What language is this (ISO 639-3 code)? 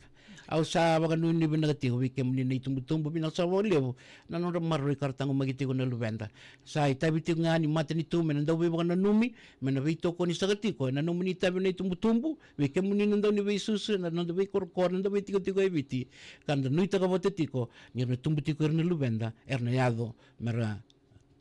fij